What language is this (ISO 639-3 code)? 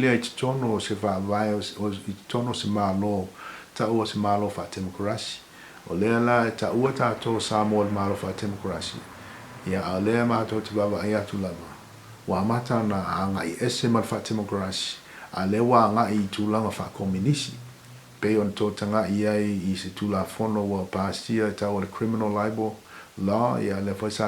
smo